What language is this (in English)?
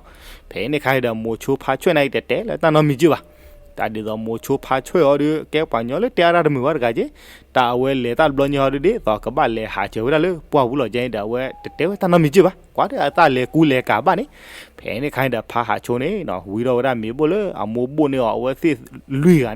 S'gaw Karen